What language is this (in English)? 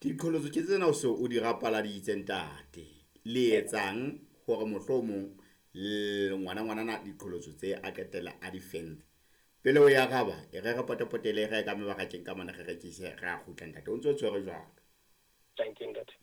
Southern Sotho